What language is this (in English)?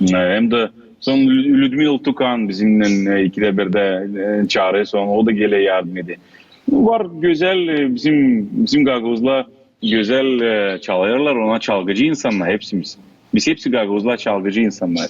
Gagauz